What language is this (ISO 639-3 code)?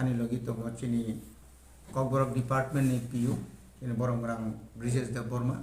trp